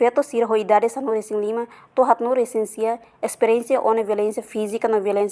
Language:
Tetum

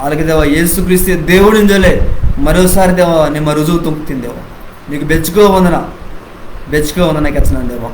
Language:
Koya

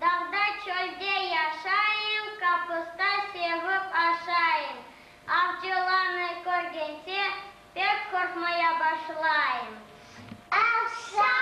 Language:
Crimean Tatar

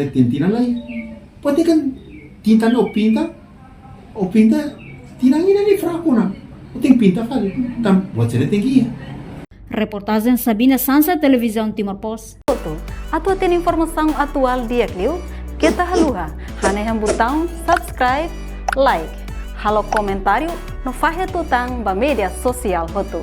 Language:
Tetum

